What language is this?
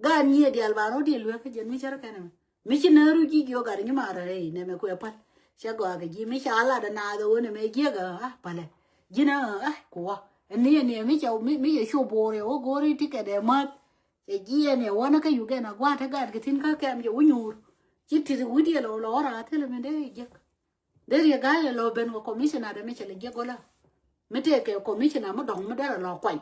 Nuer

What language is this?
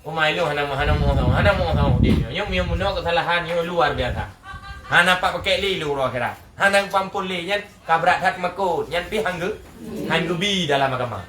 Achinese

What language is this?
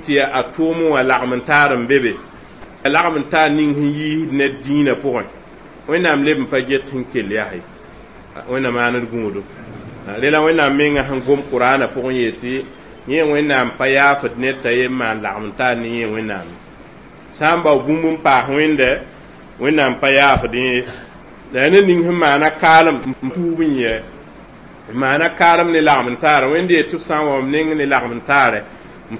Mossi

